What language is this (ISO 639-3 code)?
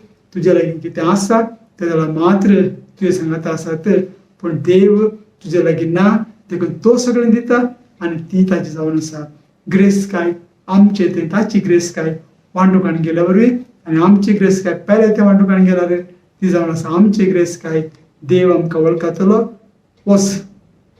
kok